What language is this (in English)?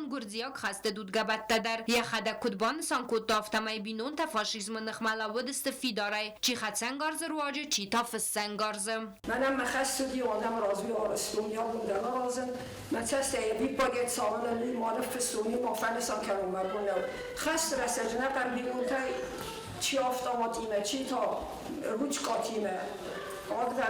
Ossetic